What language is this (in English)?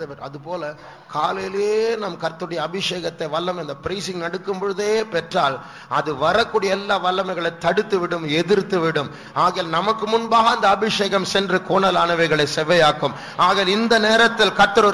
Tamil